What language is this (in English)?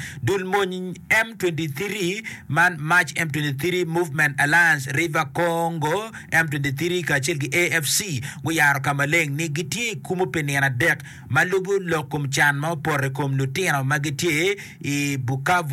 Acoli